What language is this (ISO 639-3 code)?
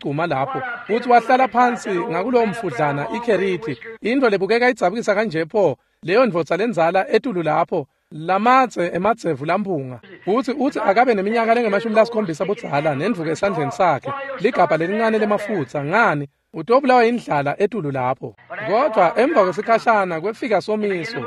ssw